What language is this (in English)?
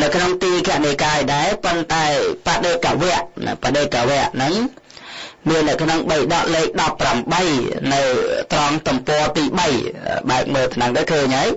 Khmer